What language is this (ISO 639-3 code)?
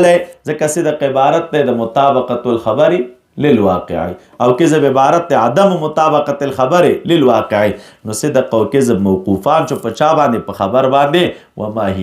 pus